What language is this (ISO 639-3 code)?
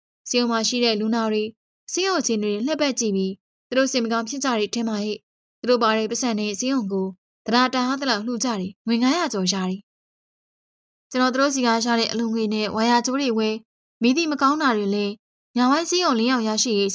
mya